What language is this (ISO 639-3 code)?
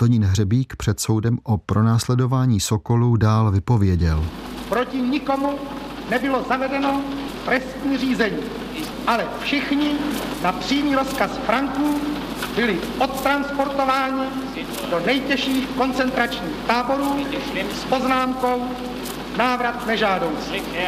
ces